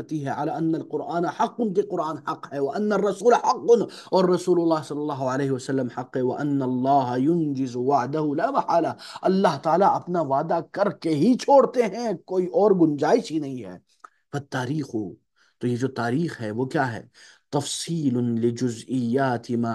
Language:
Urdu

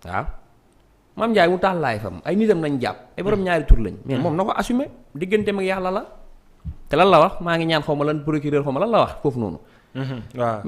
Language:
Wolof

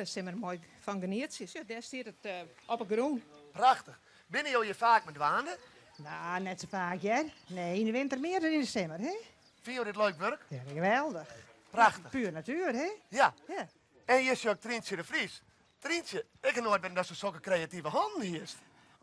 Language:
Western Frisian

